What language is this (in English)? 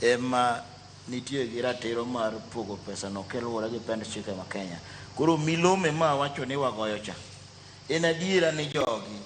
Luo (Kenya and Tanzania)